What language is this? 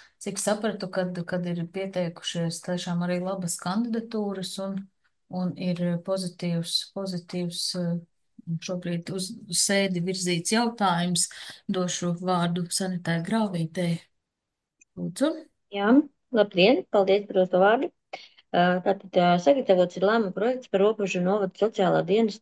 Latvian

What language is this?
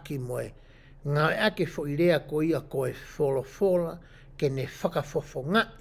Tongan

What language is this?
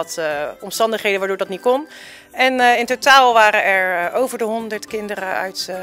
Dutch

